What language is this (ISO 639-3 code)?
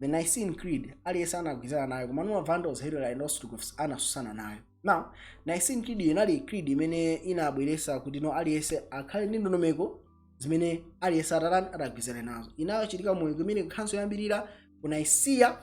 nya